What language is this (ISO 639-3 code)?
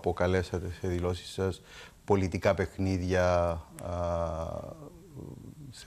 ell